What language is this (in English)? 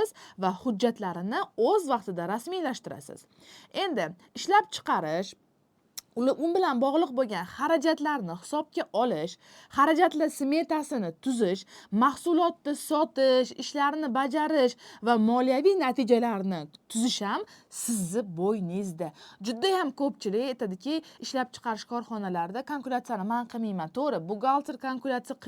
Uzbek